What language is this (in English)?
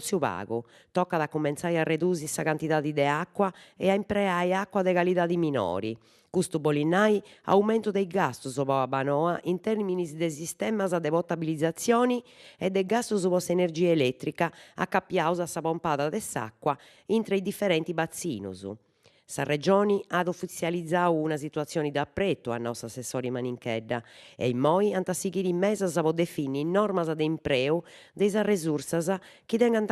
Sardinian